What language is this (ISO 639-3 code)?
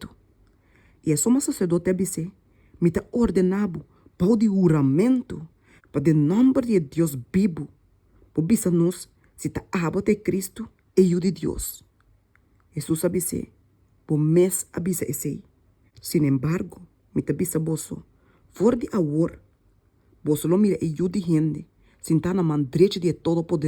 pap